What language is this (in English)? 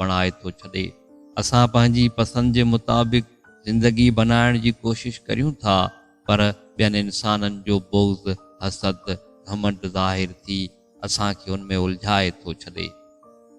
Sindhi